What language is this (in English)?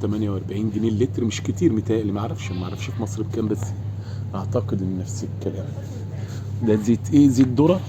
Egyptian Arabic